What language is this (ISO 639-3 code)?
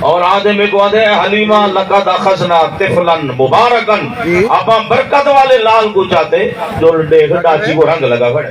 skr